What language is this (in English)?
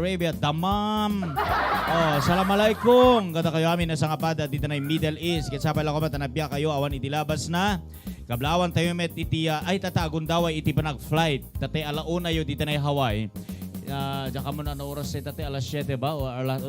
Iloko